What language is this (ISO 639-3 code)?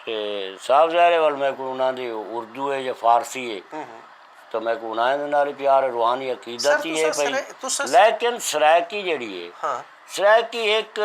skr